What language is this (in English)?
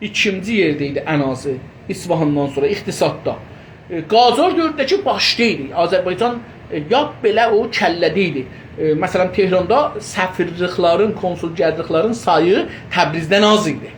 South Azerbaijani